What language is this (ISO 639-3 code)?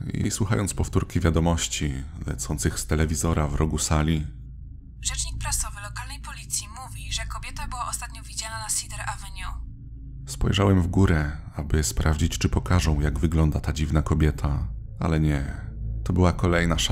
pol